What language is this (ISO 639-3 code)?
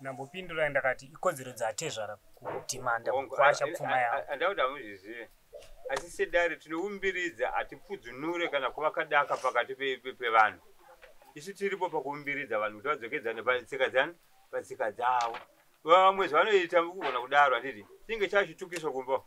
sna